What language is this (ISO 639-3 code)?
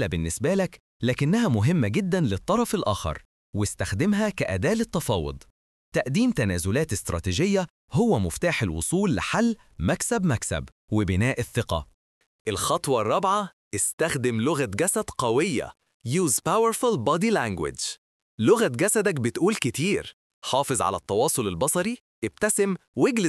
arz